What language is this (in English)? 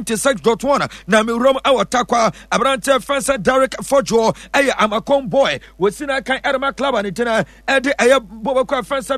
Akan